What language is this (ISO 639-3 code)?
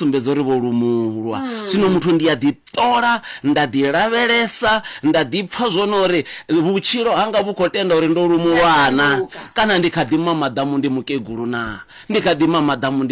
ven